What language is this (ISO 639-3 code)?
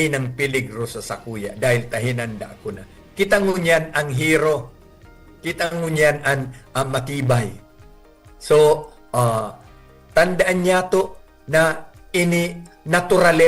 bik